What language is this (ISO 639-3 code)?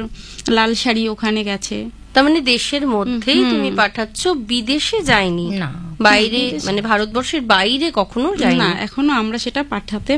ben